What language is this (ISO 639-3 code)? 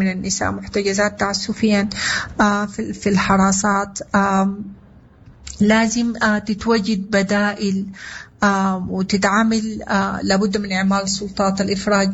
apd